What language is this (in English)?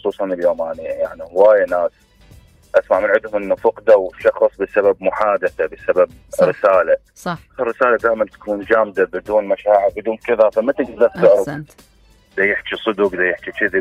Mesopotamian Arabic